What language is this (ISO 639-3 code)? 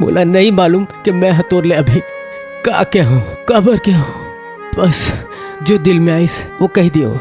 hne